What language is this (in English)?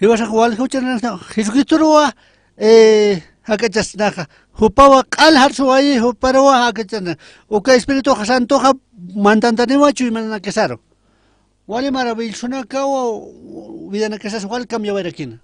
Aymara